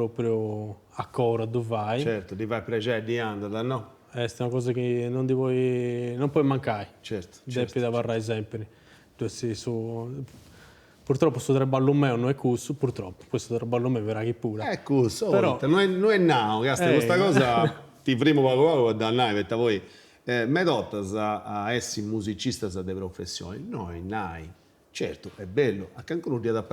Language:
Sardinian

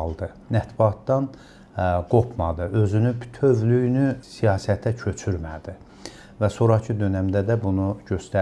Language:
Azerbaijani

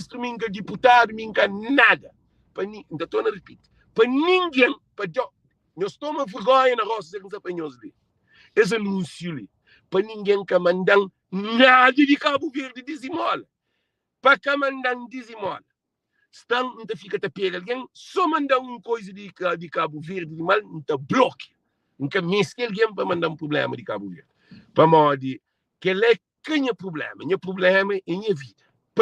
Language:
Kabuverdianu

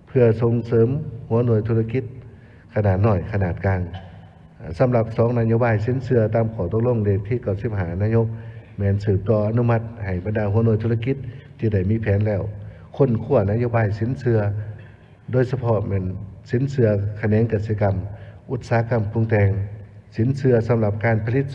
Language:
Lao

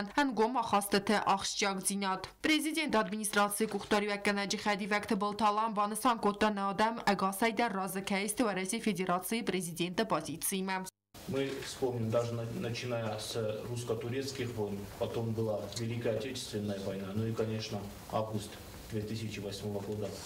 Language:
Ossetic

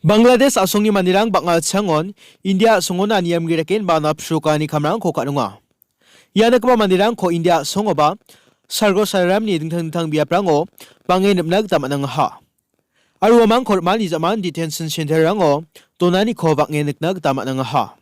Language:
Garo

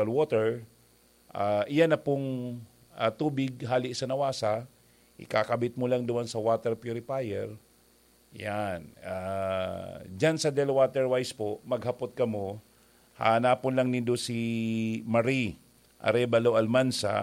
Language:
Bikol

